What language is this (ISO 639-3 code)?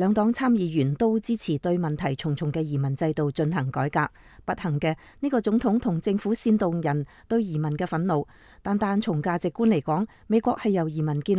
yue